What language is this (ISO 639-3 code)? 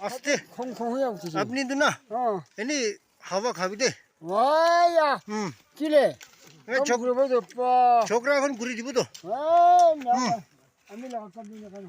nag